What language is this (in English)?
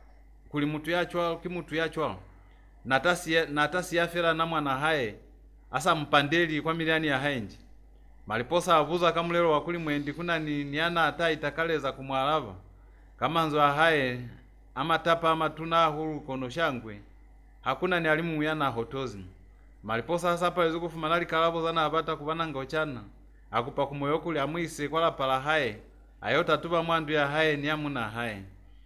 Lozi